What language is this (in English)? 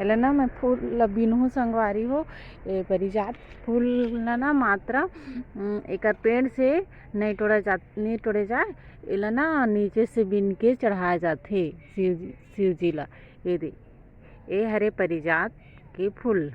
Chhattisgarhi